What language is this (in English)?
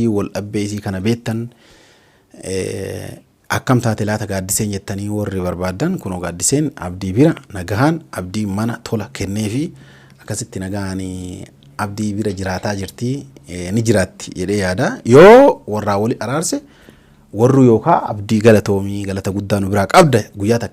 Oromo